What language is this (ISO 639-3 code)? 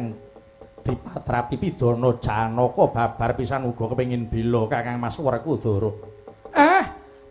jav